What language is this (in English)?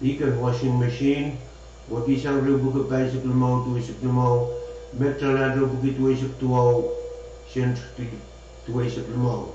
Pohnpeian